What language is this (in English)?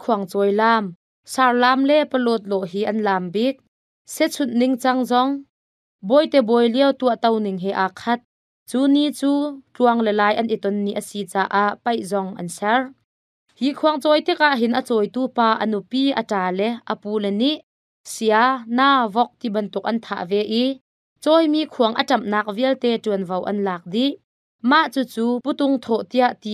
Hakha Chin